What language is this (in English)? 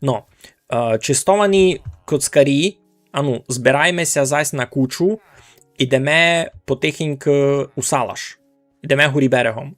Rusyn